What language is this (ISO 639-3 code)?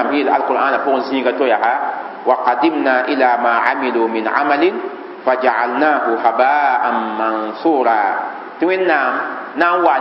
mos